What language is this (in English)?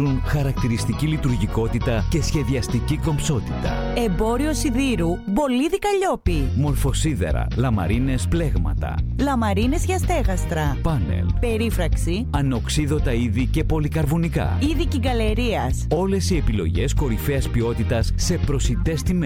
Greek